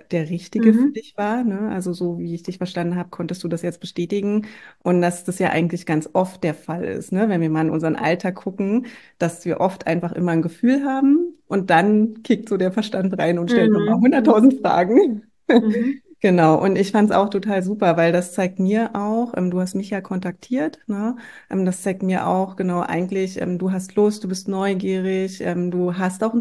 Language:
German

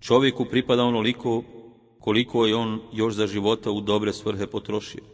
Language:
Bosnian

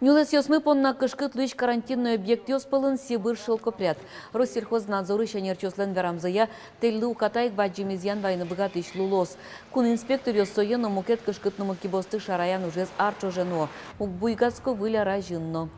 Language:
Udmurt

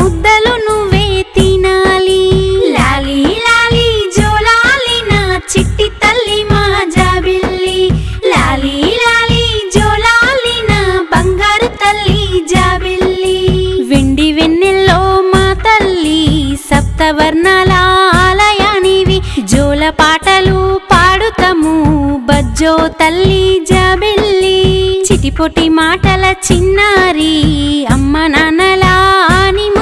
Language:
Telugu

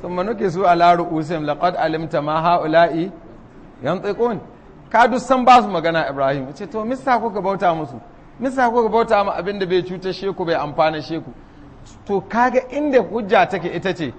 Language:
Hausa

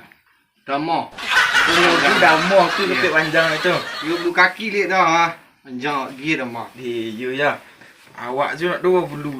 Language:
Minangkabau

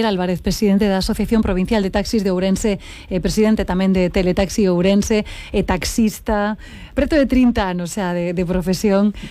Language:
Galician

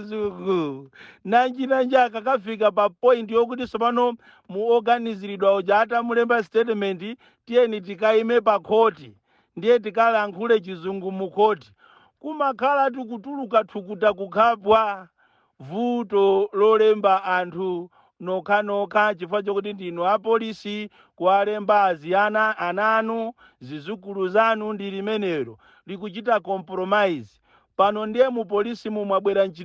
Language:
Nyanja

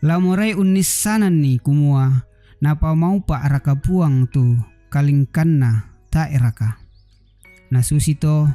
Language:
Toraja-Sa'dan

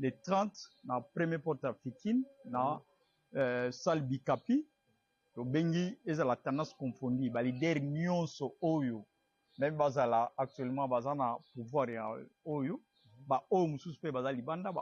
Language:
Lingala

